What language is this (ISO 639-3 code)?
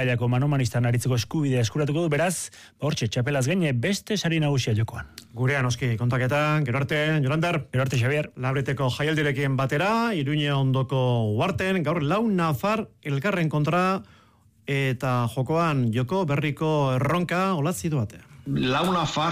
eus